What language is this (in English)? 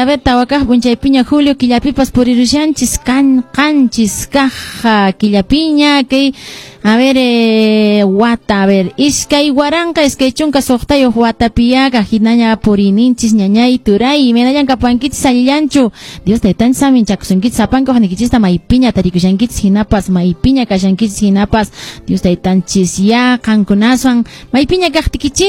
Quechua